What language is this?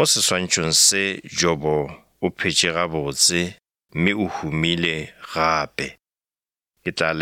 Northern Sotho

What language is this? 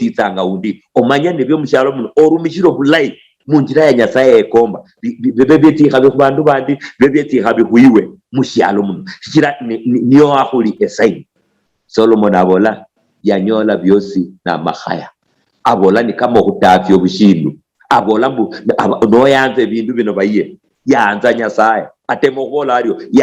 Luyia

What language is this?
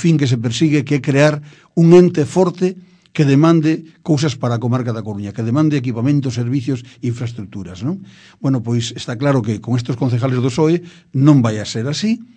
Galician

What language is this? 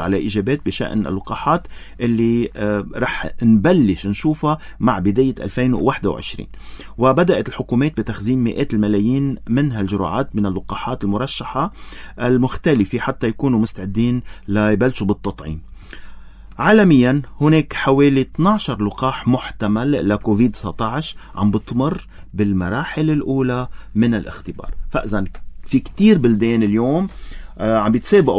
North Levantine Arabic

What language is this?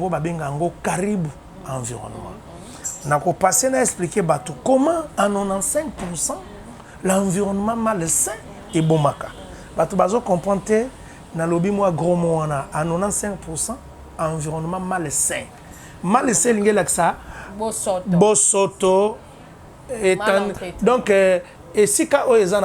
Lingala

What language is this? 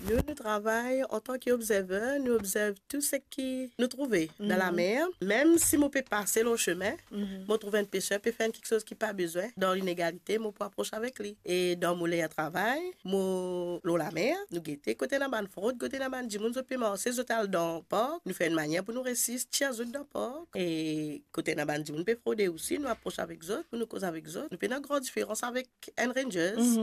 Morisyen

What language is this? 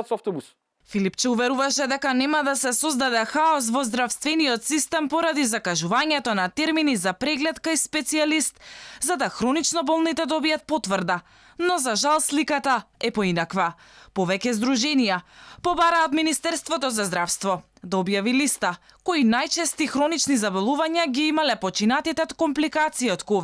Macedonian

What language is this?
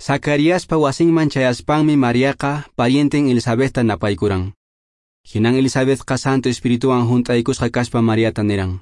Quechua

